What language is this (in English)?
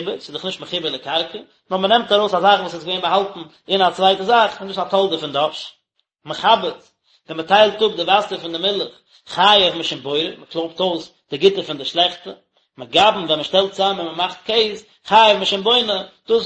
Yiddish